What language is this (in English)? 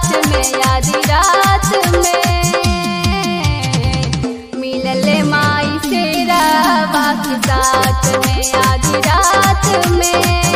Bhojpuri